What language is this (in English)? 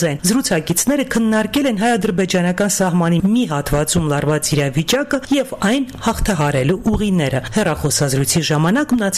Armenian